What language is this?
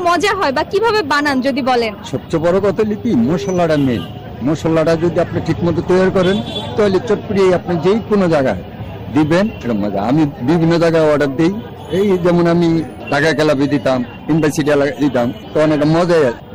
Bangla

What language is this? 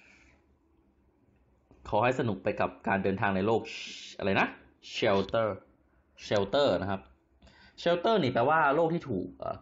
Thai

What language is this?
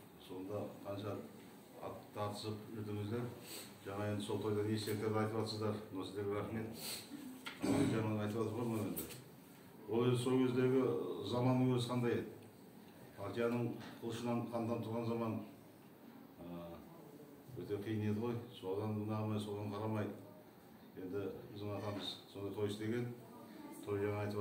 Kazakh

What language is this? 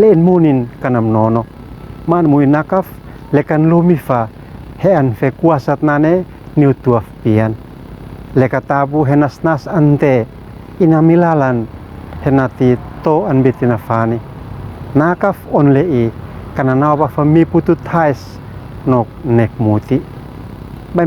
Uab Meto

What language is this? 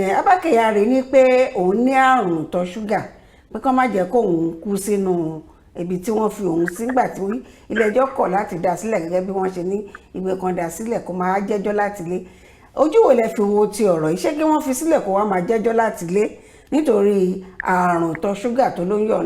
Yoruba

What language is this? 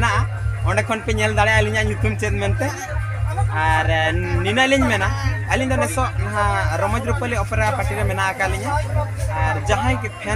Santali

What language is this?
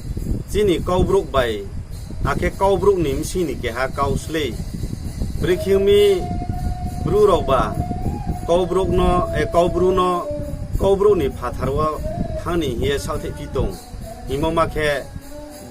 Riang (India)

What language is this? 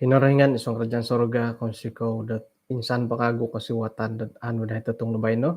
Central Dusun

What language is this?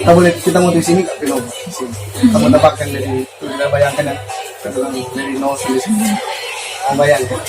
Manado Malay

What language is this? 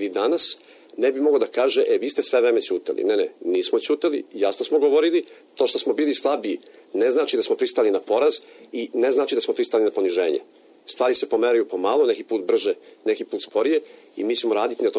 Serbian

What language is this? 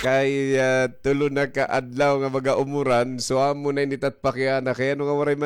Waray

